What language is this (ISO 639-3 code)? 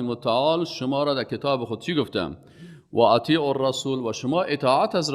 fas